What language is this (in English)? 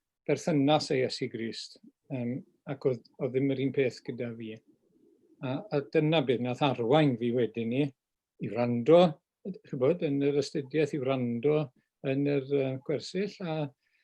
Welsh